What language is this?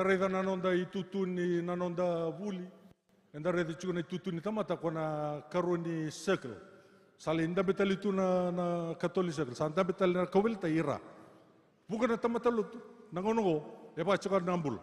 Fijian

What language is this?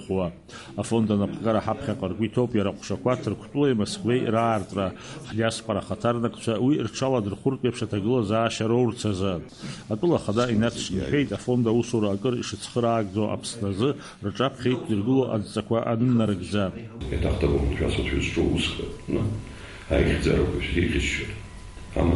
Abkhazian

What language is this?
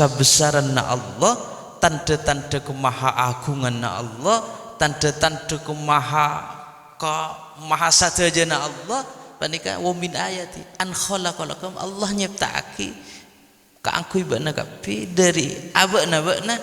Madurese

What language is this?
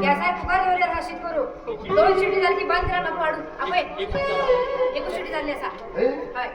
Konkani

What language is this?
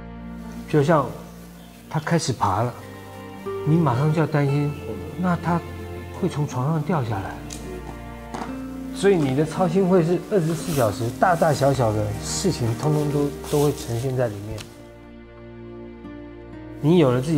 Chinese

